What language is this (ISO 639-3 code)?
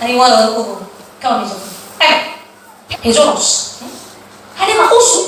nia